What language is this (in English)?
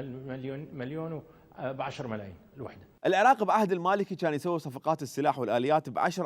Mesopotamian Arabic